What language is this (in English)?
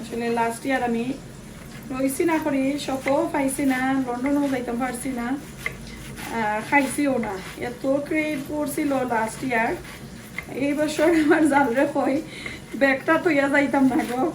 Sylheti